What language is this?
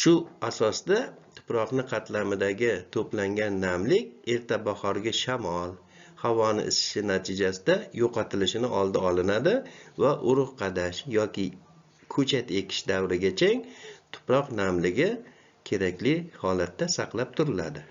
Uzbek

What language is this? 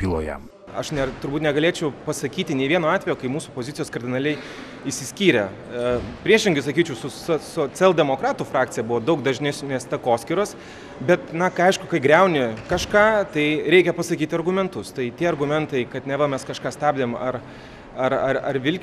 Lithuanian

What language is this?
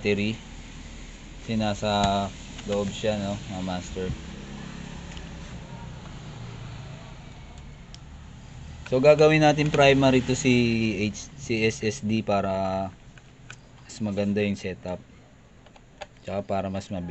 Filipino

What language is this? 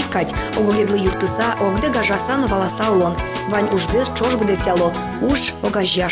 Udmurt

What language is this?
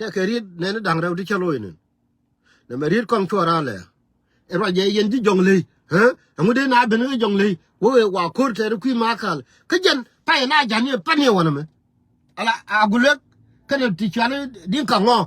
Nuer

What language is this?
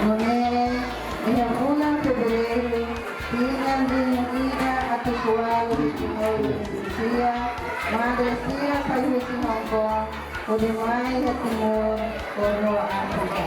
Tetum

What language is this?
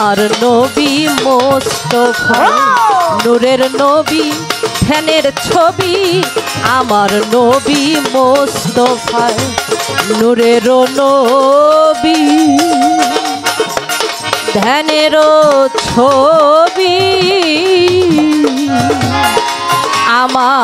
Bangla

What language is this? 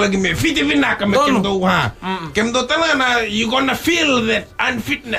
Fijian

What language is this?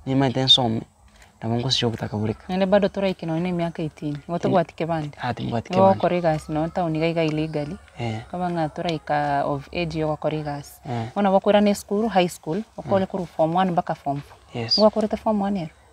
Gusii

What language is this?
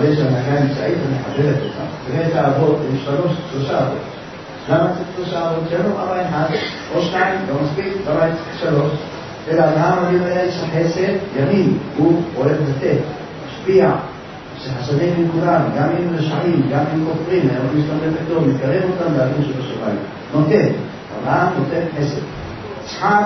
Hebrew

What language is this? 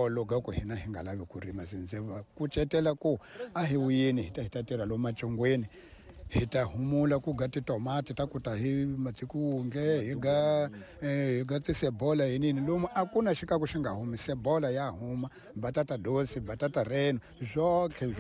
Tsonga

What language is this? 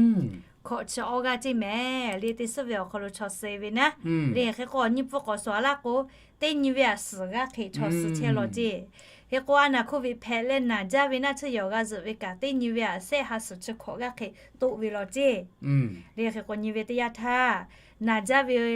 Lahu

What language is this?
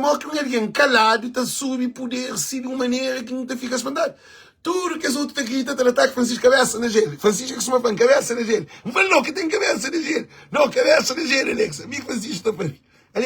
Kabuverdianu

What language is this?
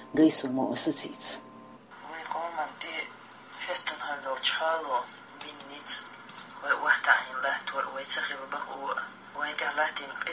Chechen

